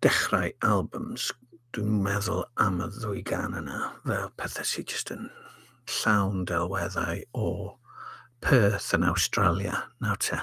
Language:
Welsh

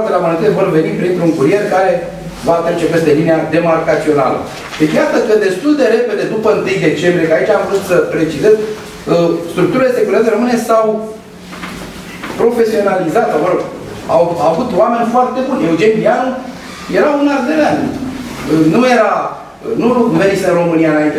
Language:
Romanian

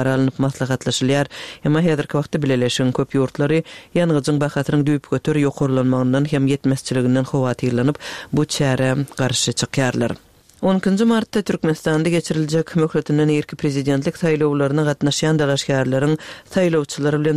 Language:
Turkmen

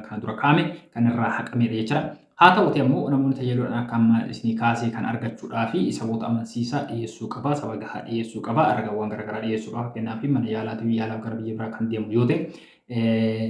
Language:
Oromo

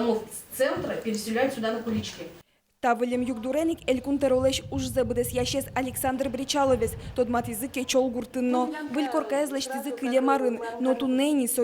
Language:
Udmurt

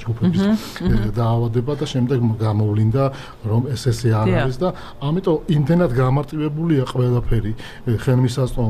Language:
Georgian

